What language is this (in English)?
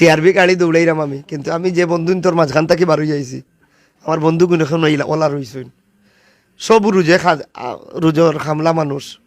Sylheti